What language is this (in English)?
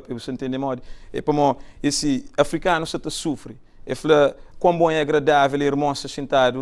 Kabuverdianu